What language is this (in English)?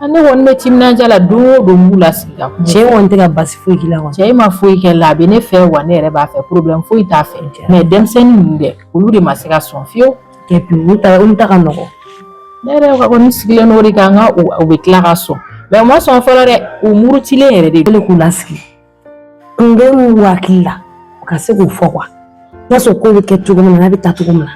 Bambara